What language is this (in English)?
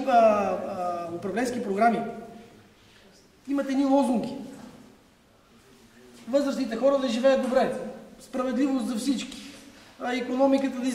Bulgarian